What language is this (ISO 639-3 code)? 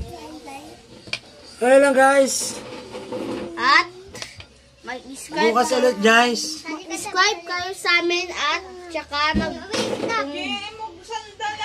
fil